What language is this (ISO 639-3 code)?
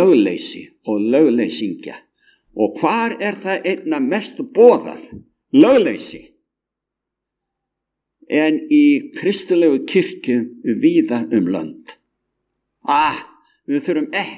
isl